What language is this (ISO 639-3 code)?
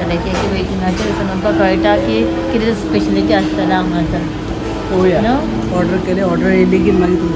kok